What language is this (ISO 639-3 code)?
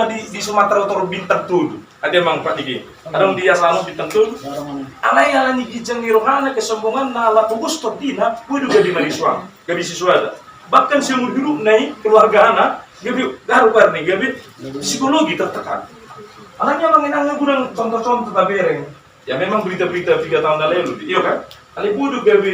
bbc